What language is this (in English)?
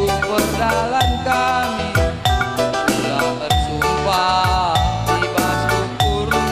Batak Karo